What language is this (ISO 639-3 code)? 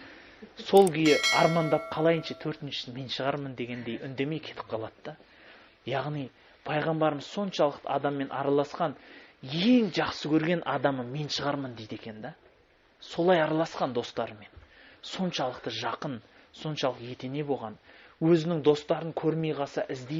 kaz